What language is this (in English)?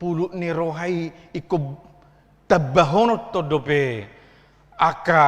Batak Toba